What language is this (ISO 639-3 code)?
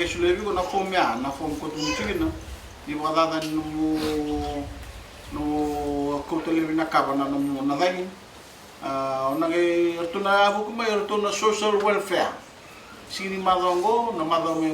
fij